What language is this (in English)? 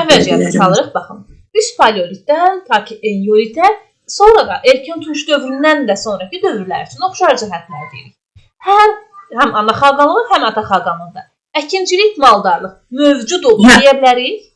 Azerbaijani